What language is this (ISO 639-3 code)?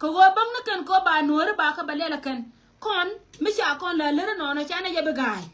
nus